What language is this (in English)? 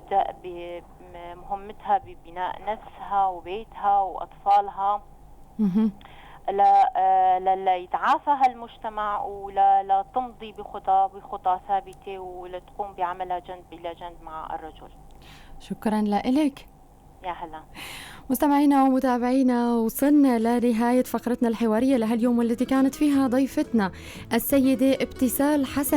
North Levantine Arabic